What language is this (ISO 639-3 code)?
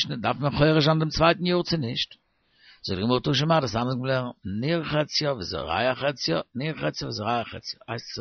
yid